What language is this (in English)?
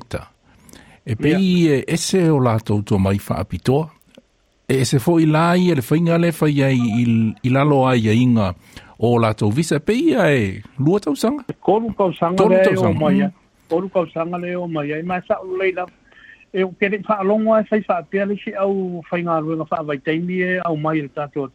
Samoan